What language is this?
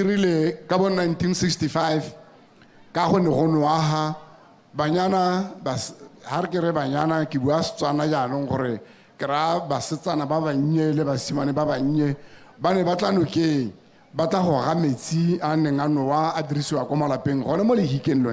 Tswana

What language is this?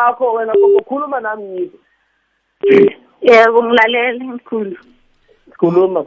South Ndebele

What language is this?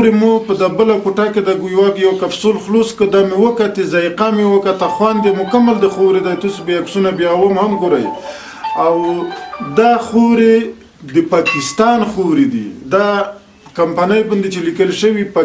Pashto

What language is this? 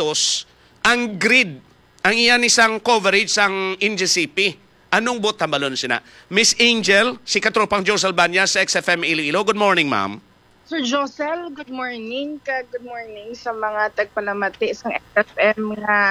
Hiligaynon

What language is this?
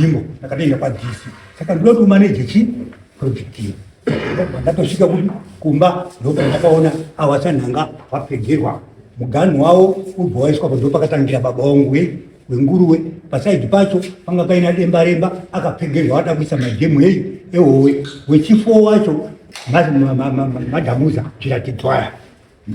Shona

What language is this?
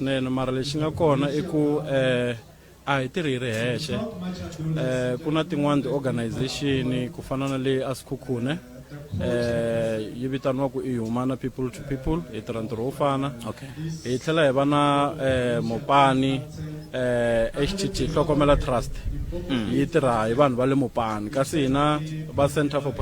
Tsonga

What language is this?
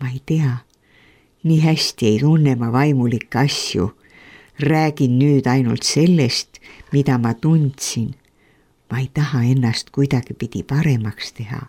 Estonian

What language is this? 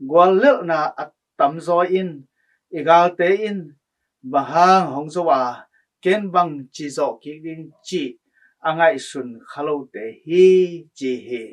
Tedim Chin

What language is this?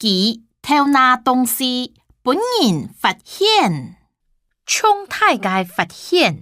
Hakka Chinese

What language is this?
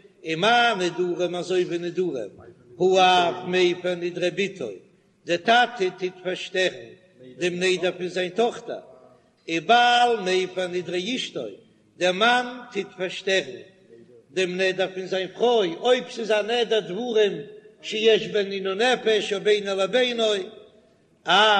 Yiddish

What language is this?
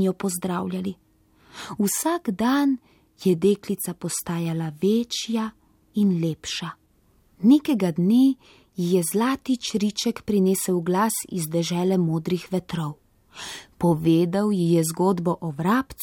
Slovenian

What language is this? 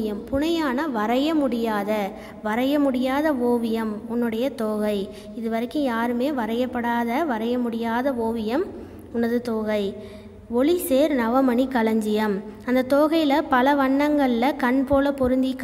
Tamil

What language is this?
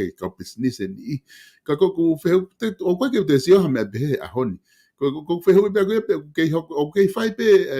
Tongan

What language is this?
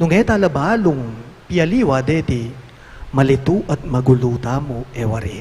Pampanga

